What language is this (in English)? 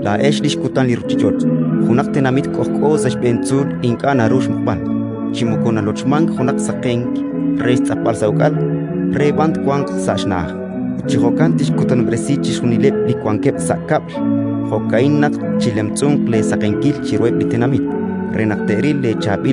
Kekchí